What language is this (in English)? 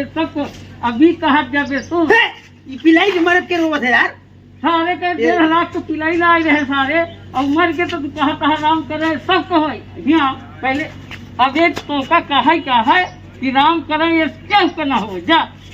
Awadhi